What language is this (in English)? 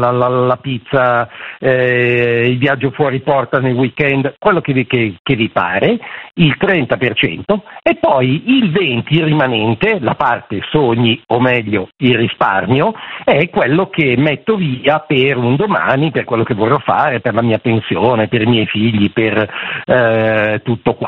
Italian